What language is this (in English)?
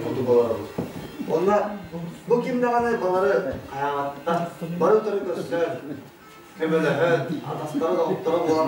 Yakut